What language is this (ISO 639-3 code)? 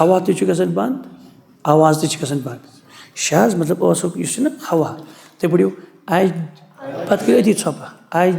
kas